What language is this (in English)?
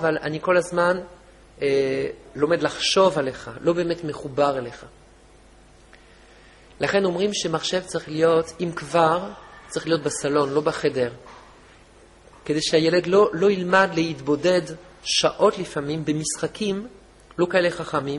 Hebrew